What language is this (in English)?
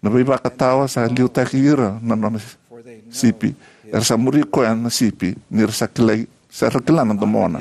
Fijian